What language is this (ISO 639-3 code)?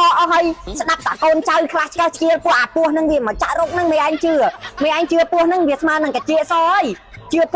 khm